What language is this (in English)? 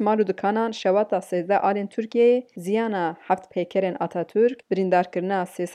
Kurdish